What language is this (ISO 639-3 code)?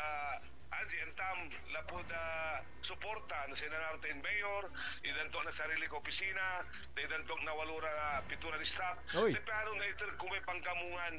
pag